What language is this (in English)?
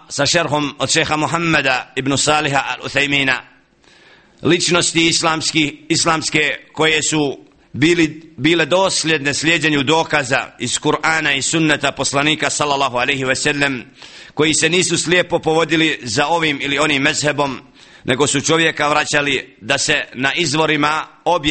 Bosnian